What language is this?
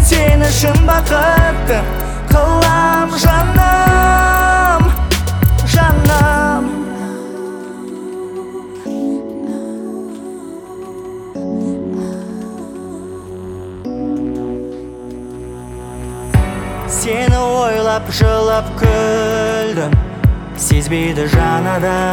Kazakh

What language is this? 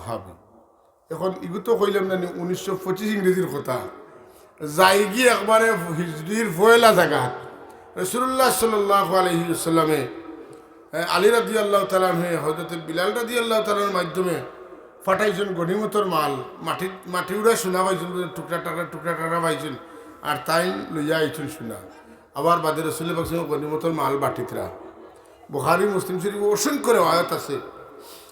Sylheti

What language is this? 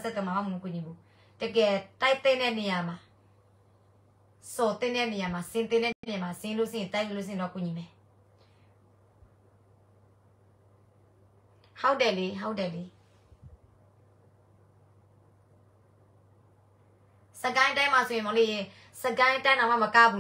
Burmese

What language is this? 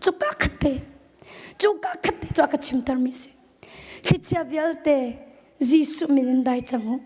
Hakha Chin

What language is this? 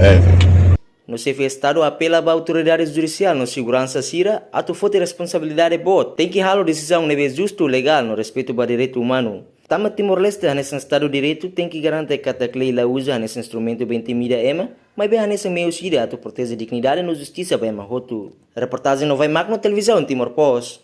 Tetum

